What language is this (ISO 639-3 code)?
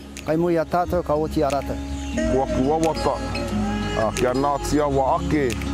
mri